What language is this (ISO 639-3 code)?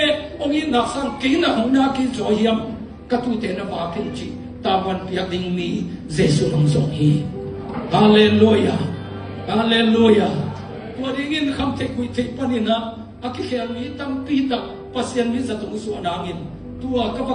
ctd